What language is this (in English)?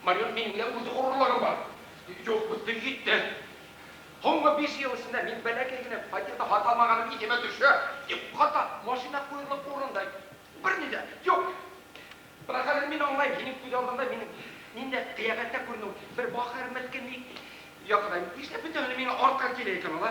Bashkir